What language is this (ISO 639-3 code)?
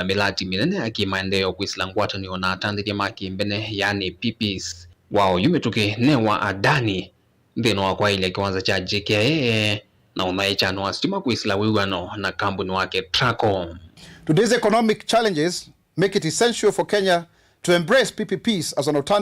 kam